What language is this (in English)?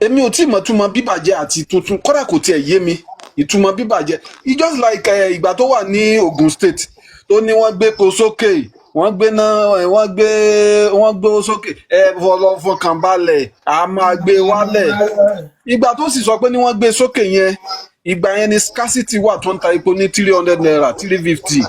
Yoruba